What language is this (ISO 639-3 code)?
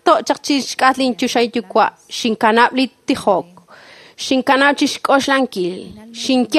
kek